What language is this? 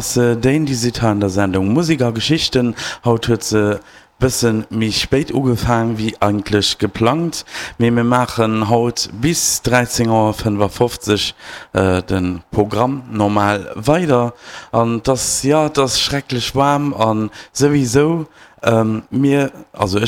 Luxembourgish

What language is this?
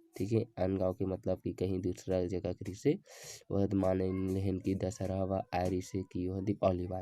Chhattisgarhi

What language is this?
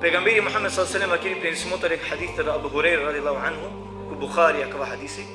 Balkan Romani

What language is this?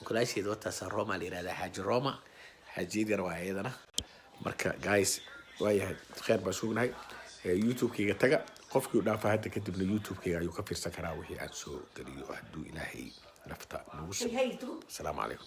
Somali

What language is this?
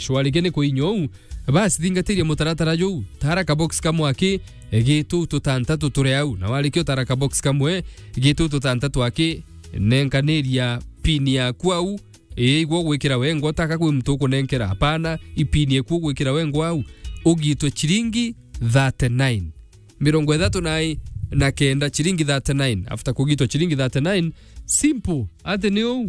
Meru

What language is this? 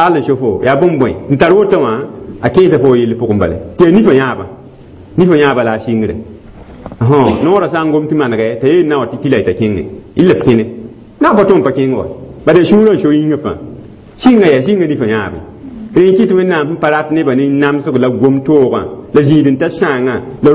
Mossi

